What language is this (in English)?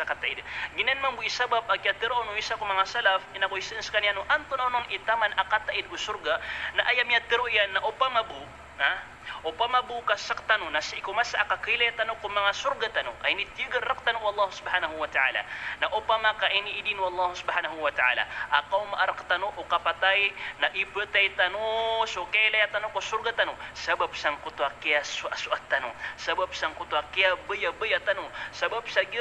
Maranao